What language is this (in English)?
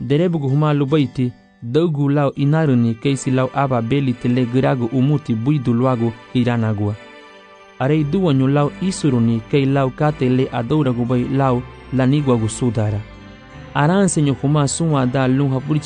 Garifuna